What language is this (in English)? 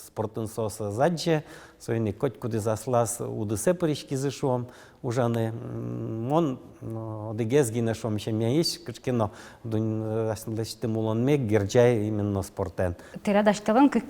Udmurt